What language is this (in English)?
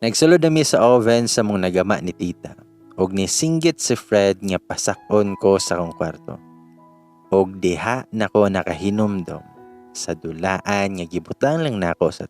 Cebuano